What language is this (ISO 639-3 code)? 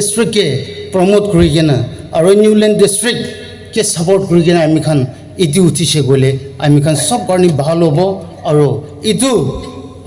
nag